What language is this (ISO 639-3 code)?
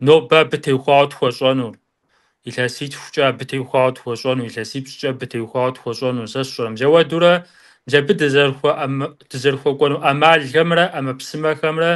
kbd